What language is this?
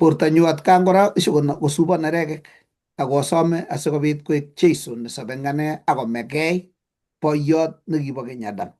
Kalenjin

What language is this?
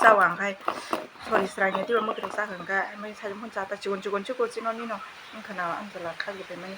Kok Borok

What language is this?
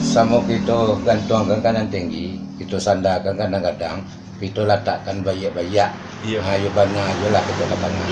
Minangkabau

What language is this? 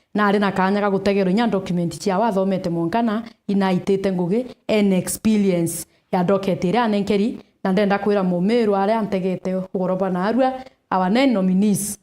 Meru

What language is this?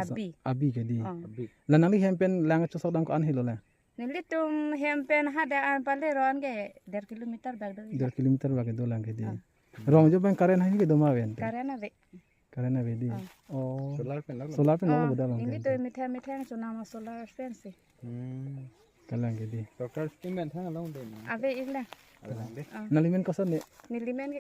Karbi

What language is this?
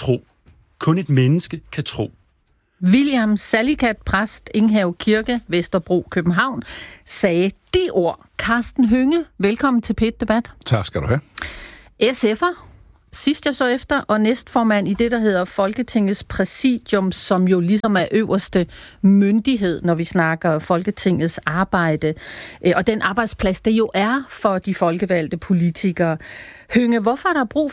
Danish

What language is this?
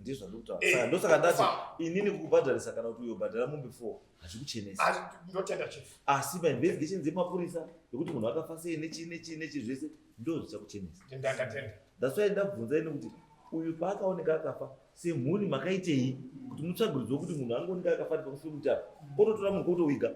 Shona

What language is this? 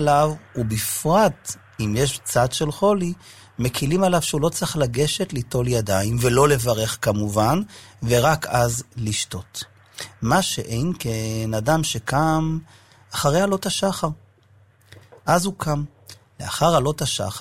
Hebrew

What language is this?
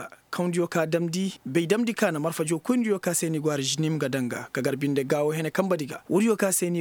Koyraboro Senni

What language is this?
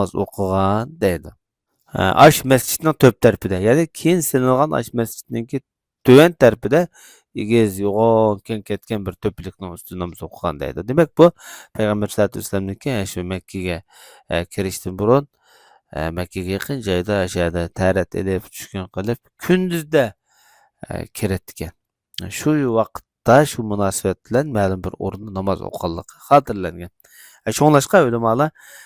Uyghur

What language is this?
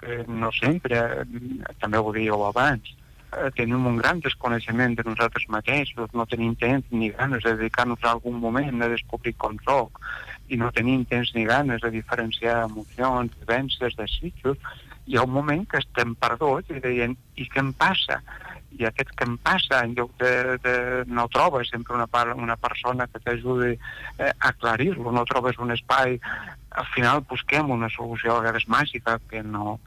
Catalan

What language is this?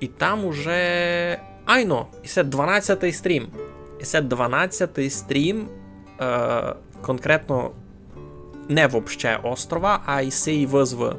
Rusyn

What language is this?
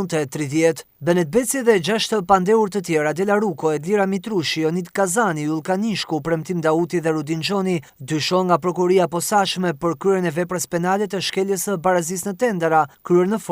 Albanian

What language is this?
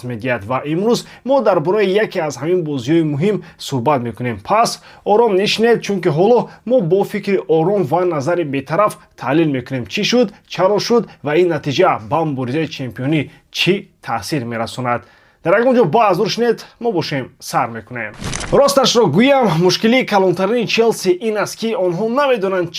Tajik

